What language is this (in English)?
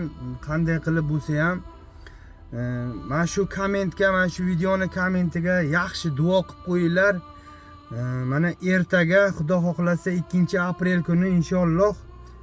Uzbek